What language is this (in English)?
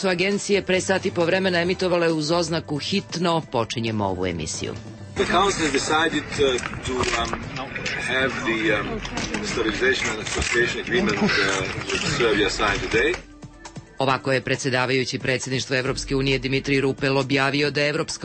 Serbian